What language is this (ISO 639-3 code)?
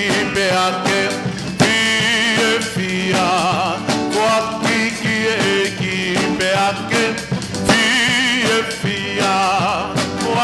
ton